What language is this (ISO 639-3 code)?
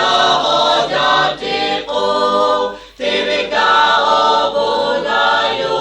lhu